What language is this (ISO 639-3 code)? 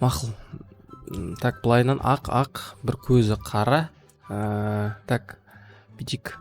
kaz